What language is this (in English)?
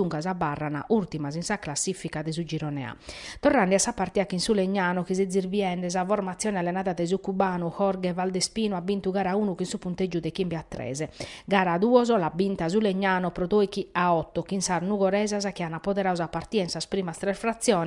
Sardinian